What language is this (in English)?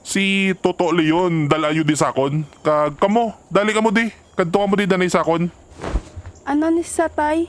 Hiligaynon